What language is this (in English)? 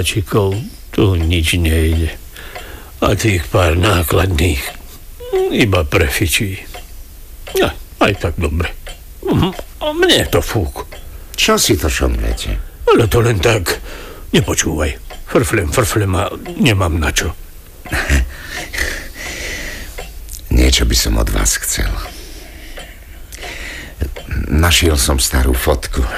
Slovak